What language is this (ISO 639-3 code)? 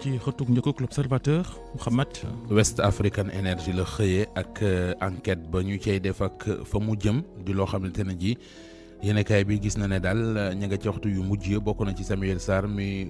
wol